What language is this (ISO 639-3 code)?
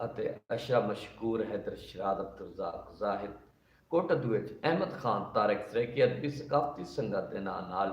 skr